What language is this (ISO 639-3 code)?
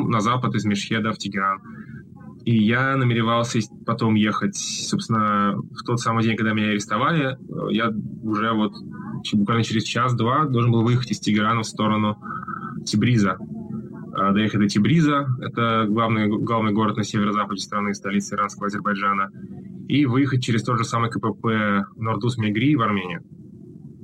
rus